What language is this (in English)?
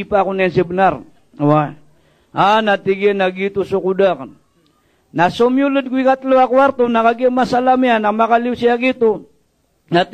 Maranao